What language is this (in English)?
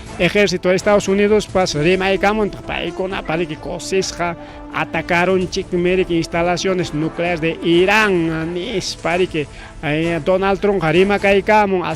Ayacucho Quechua